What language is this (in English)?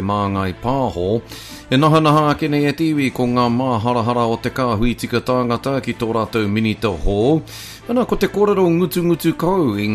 Māori